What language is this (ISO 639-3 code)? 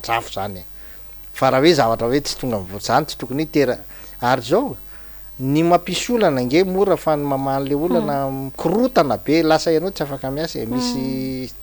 mlg